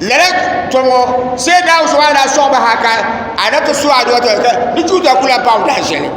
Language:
Dagbani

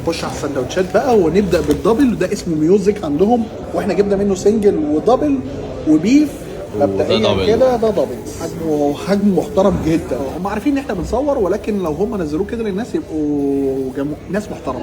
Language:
Egyptian Arabic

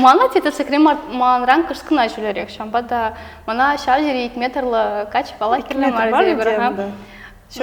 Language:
Chuvash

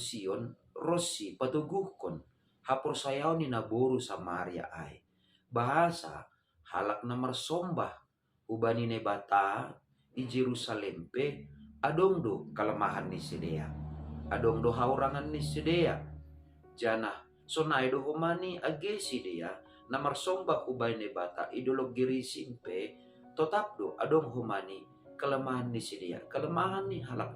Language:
Batak Simalungun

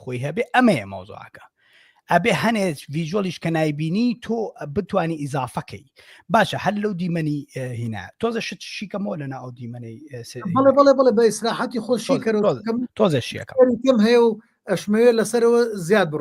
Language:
Central Kurdish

